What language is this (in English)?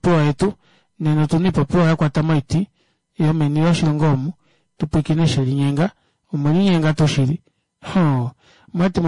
Kuanyama